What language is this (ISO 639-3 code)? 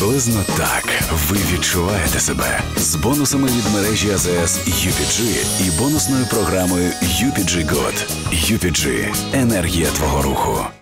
ukr